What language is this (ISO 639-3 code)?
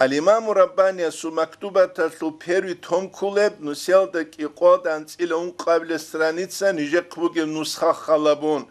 ava